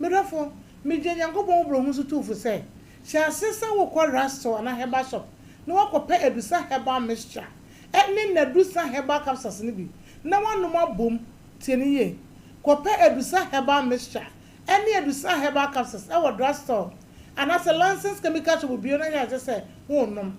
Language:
Akan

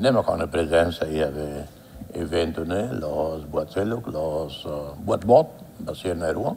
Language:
Tetum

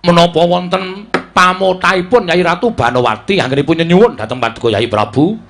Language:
Javanese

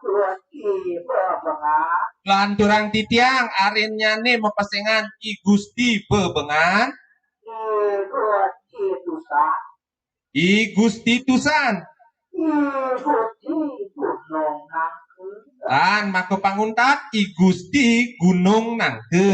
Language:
Balinese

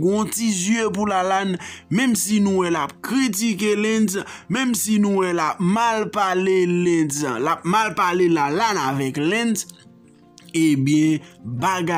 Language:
Haitian Creole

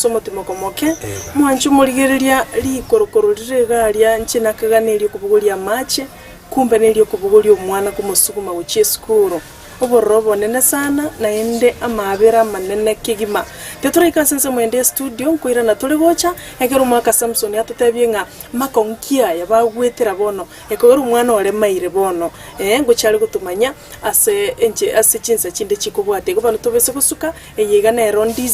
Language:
Gusii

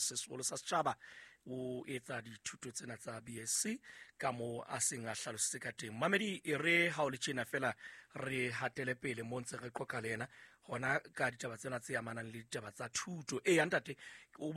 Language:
Southern Sotho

